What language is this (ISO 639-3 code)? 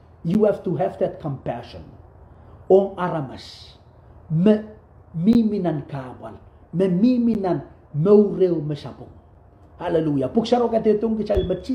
pon